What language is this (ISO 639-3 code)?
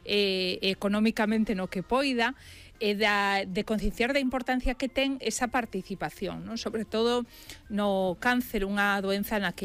glg